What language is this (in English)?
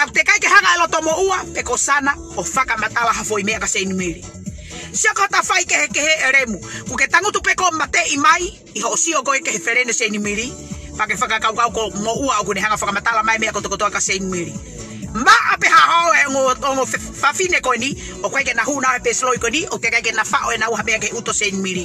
Tongan